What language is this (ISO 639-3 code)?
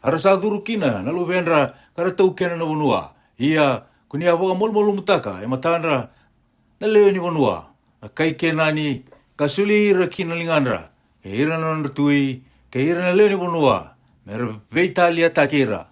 fij